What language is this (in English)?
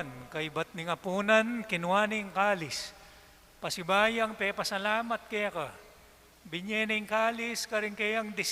Pampanga